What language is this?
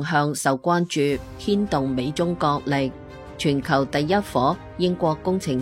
Cantonese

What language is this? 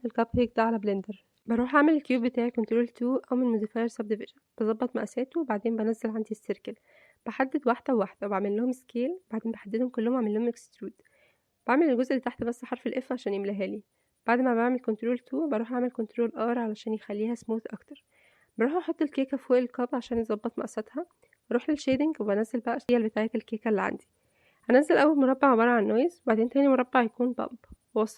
Egyptian Arabic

